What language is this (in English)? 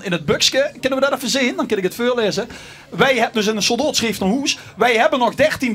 Limburgish